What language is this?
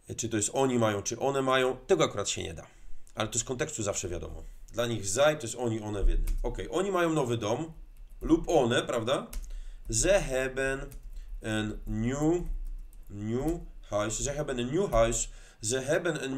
Polish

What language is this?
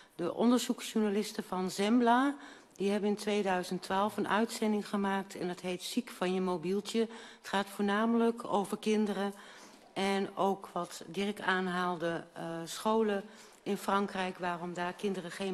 Dutch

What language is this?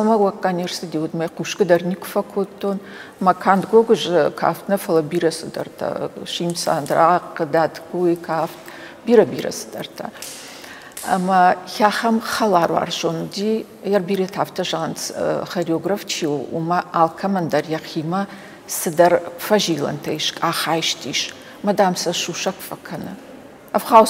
Ossetic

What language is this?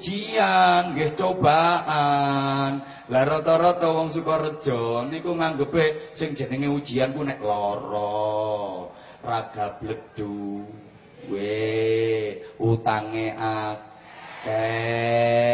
Javanese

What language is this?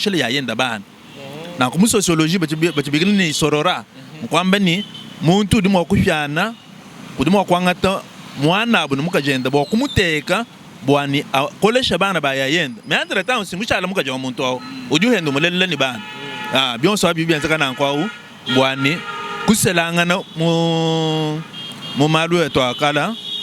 Luba-Lulua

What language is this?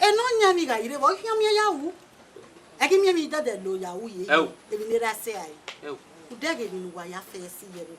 Bini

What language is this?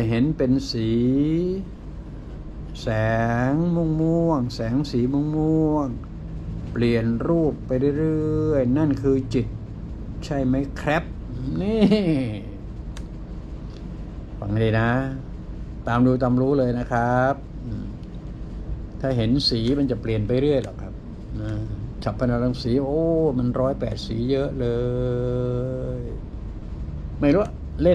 Thai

